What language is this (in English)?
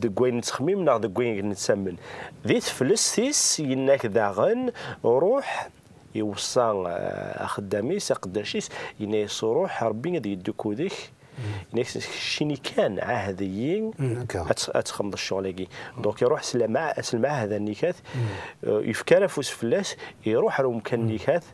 Kabyle